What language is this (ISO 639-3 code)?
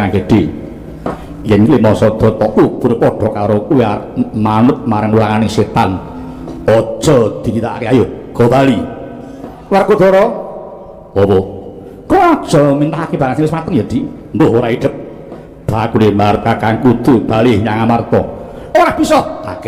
jav